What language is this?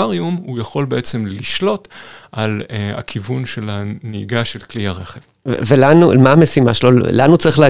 Hebrew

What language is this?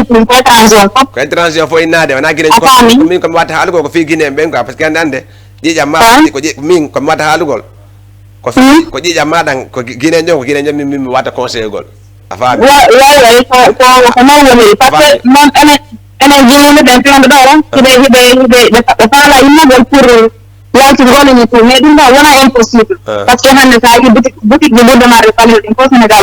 Fula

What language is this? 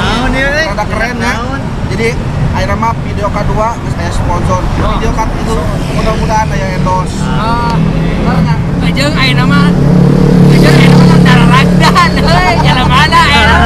Sundanese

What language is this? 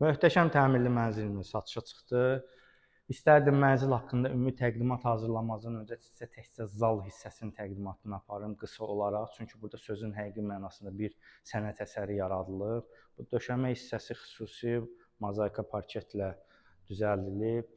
Azerbaijani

